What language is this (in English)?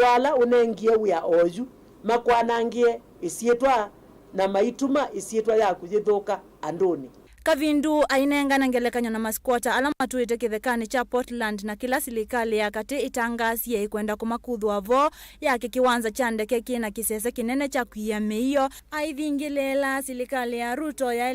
Kamba